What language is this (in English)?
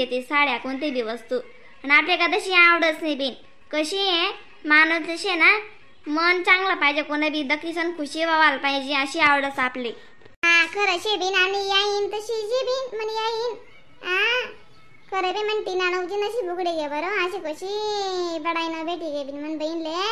Khandesi